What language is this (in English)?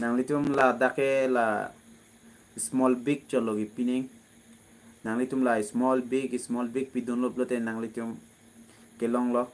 Karbi